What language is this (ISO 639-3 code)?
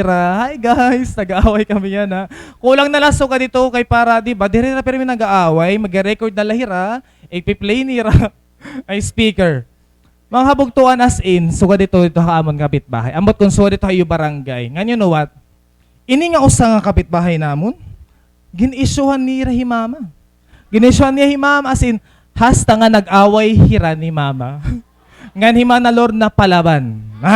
war